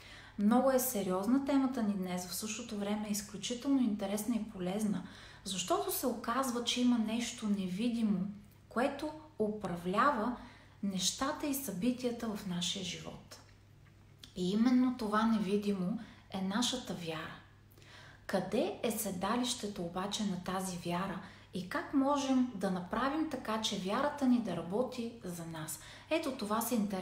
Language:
Bulgarian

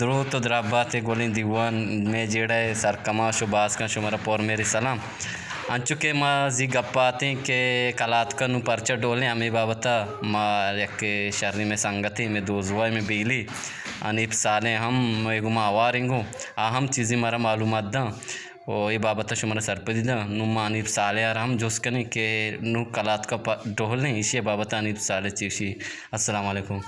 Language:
Eastern Balochi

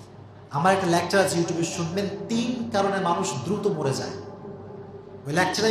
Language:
Bangla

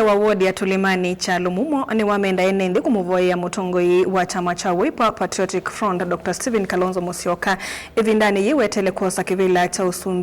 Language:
Kamba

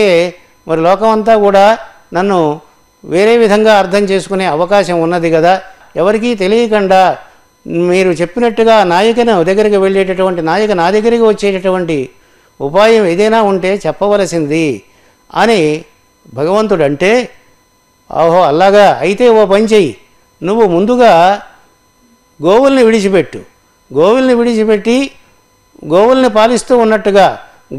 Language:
Telugu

